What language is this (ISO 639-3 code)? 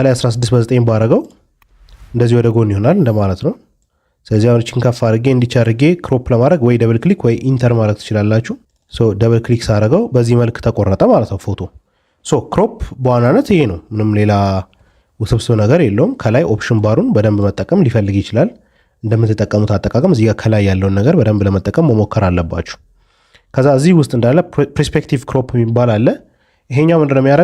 amh